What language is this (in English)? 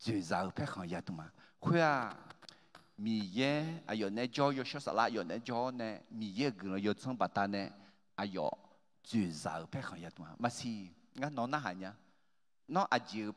Akha